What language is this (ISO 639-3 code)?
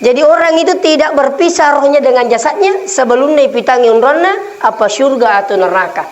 bug